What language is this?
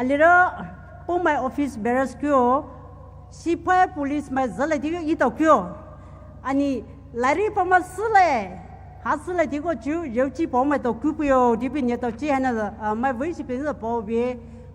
Poumei Naga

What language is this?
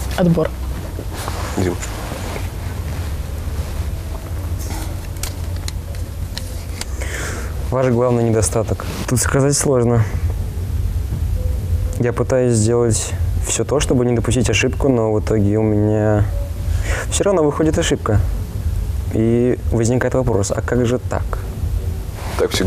Russian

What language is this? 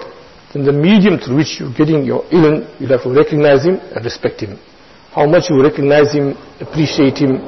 English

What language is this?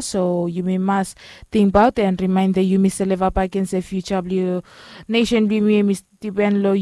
Bislama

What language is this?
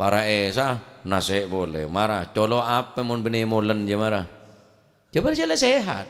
Madurese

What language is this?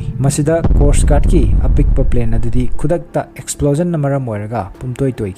Manipuri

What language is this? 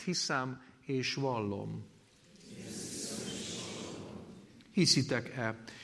Hungarian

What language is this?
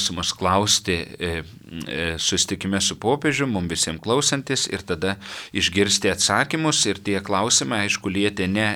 Lithuanian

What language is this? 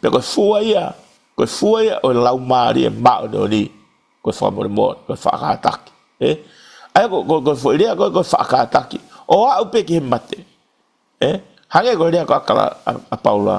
Tongan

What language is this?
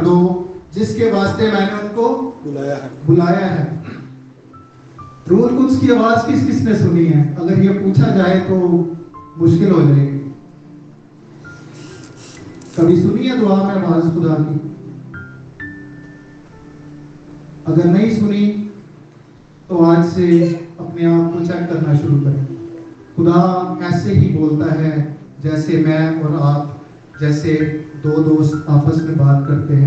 Urdu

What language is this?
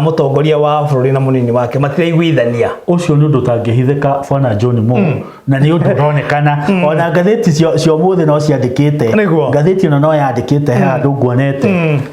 Kikuyu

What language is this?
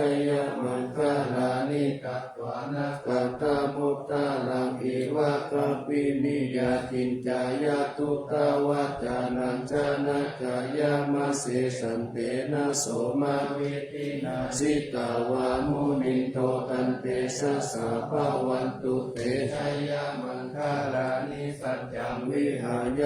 Pali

